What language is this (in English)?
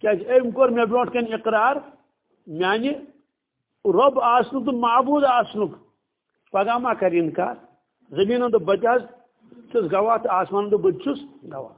Kashmiri